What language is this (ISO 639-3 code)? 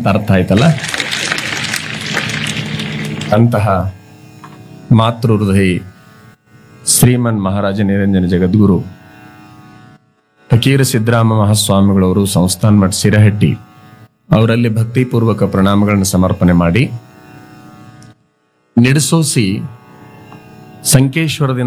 kan